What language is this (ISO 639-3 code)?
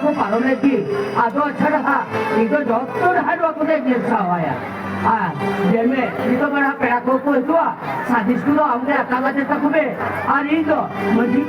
sat